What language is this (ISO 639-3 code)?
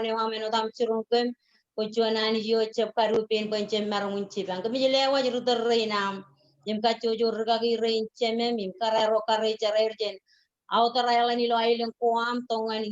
mah